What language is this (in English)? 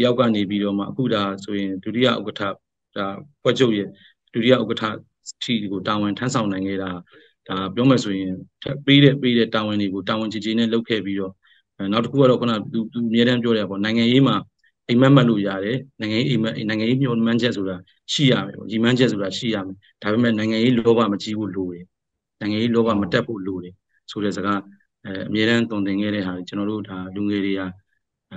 Burmese